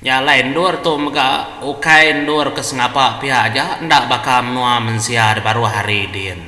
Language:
Iban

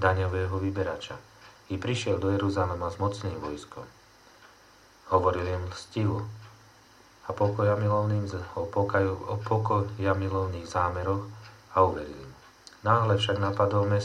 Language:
Slovak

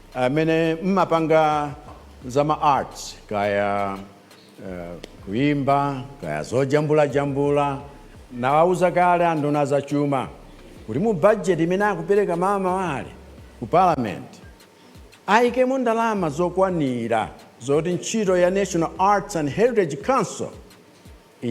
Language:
Nyanja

